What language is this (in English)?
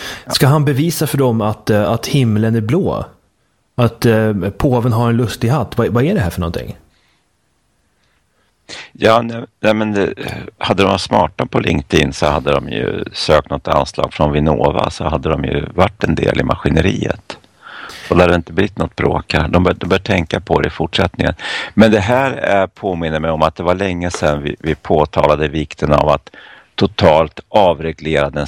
Swedish